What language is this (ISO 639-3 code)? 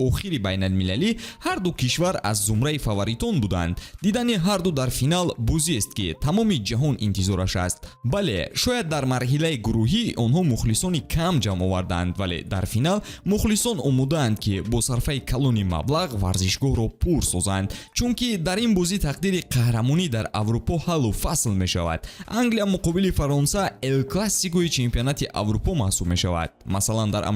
tgk